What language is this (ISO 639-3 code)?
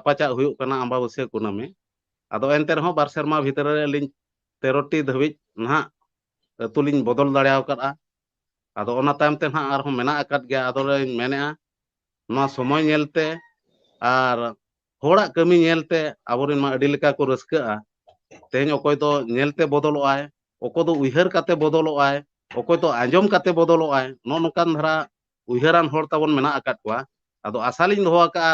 sat